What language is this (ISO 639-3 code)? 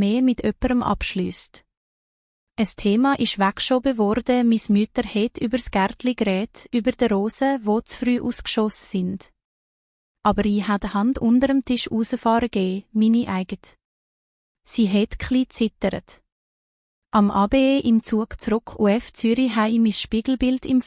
gsw